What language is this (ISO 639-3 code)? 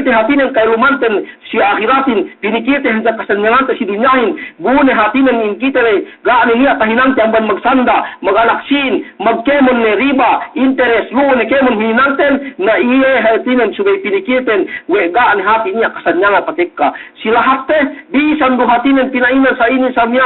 yka